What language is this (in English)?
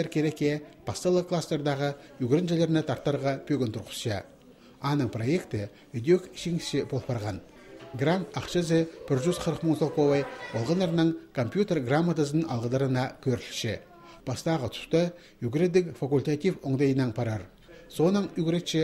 Khakas